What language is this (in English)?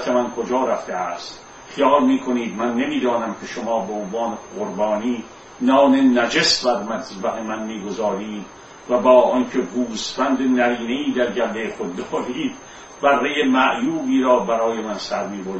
Persian